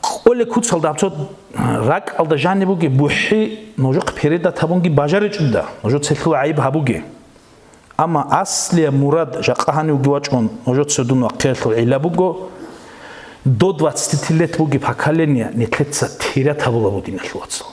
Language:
Avaric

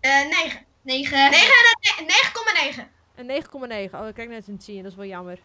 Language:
Western Frisian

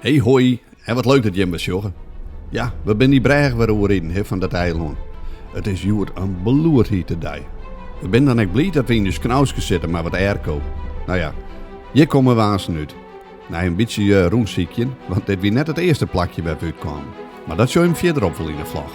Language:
Western Frisian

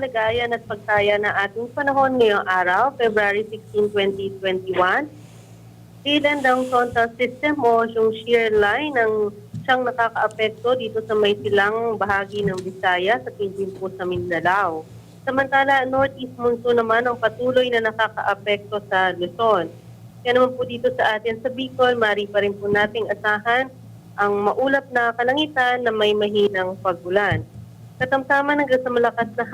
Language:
Bikol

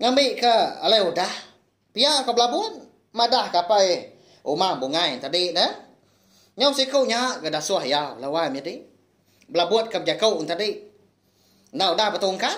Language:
Iban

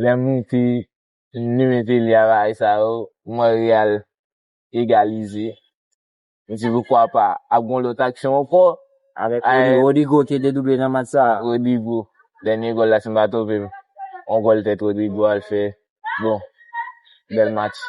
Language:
Haitian Creole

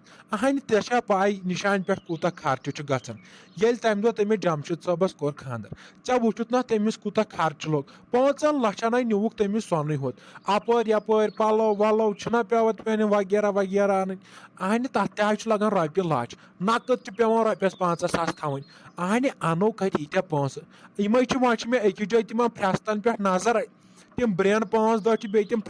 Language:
Kashmiri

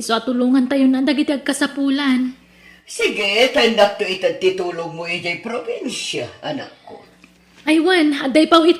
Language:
Iloko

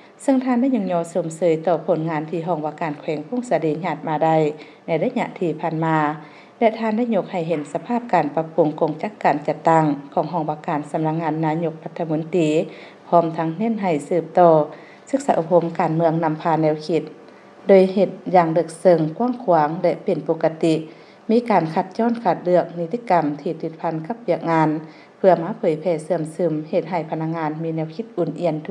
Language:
Lao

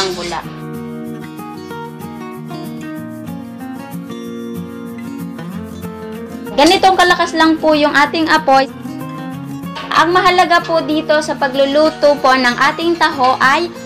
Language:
Filipino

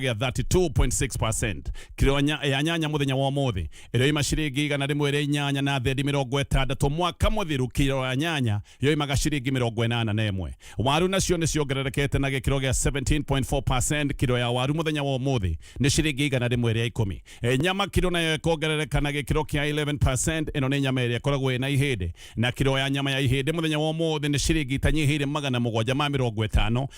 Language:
Kikuyu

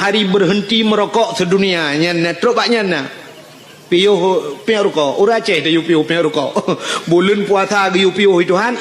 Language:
Achinese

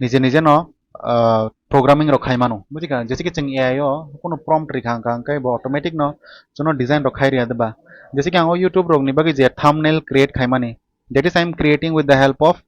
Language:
Kok Borok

